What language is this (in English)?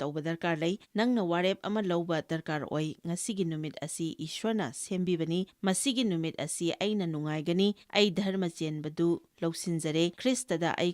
Manipuri